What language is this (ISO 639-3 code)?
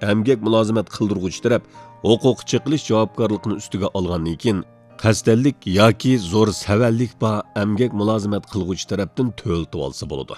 uig